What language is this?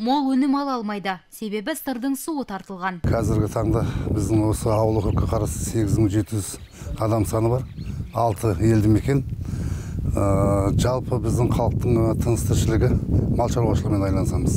Kazakh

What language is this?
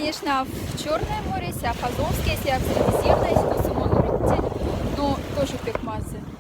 Moksha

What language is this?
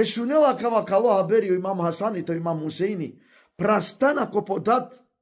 Macedonian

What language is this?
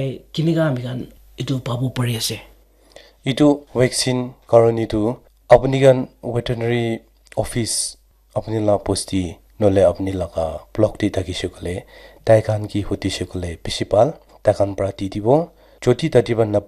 Naga Pidgin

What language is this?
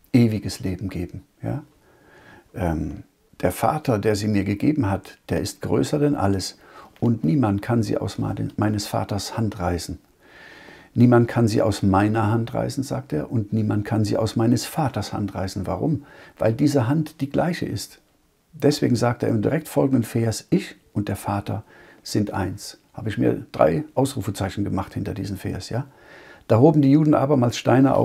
German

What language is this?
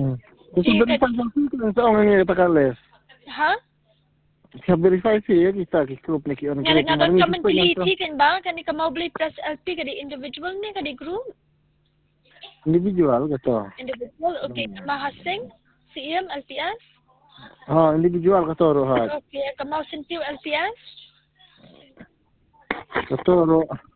Khasi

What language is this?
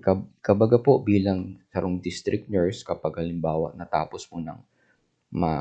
Bikol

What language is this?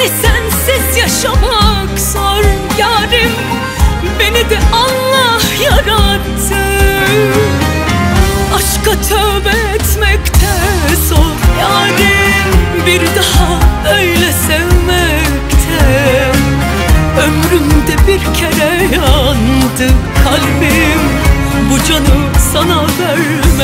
Turkish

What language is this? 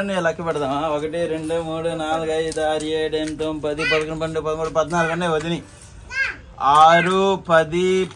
Telugu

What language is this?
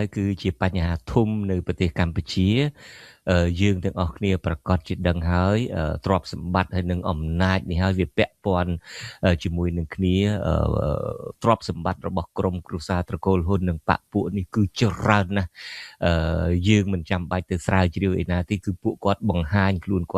Khmer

